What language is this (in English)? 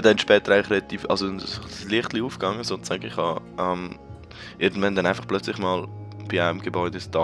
Swiss German